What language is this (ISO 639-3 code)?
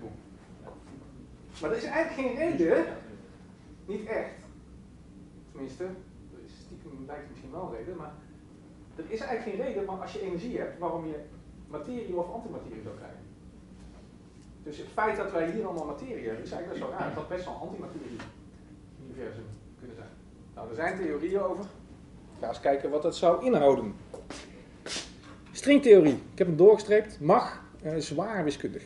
nld